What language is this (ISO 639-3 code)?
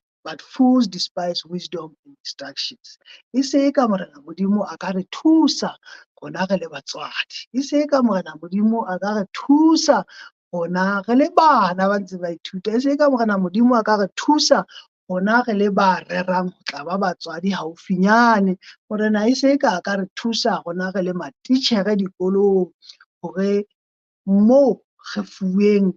sot